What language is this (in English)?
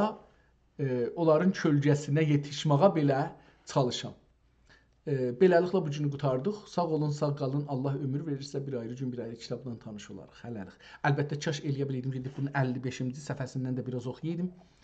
South Azerbaijani